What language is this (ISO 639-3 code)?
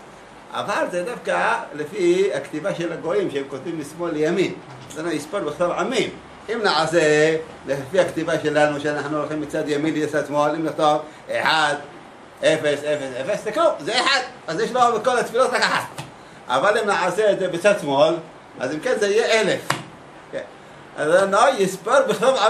heb